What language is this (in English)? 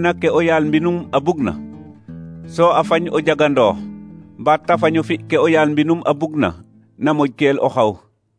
Serer